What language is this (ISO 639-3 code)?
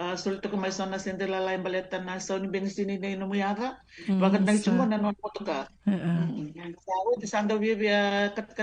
fij